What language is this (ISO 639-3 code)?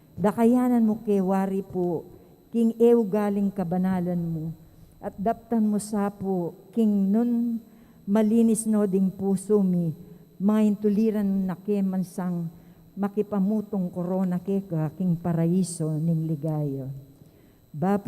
pam